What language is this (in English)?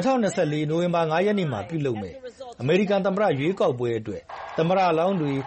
Burmese